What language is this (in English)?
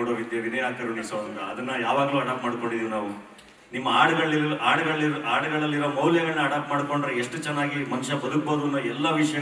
Kannada